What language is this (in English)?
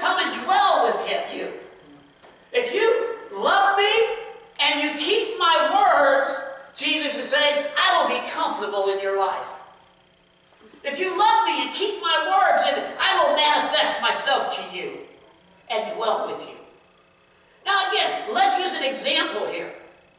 English